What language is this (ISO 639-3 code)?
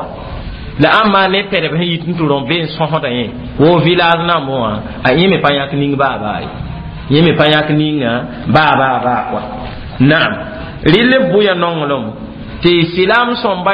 mos